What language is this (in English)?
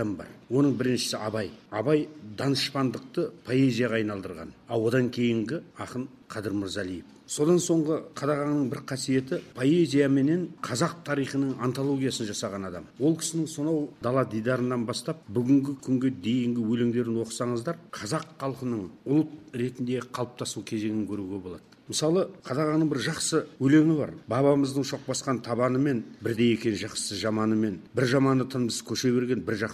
Kazakh